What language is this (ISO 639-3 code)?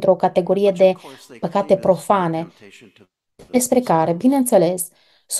ron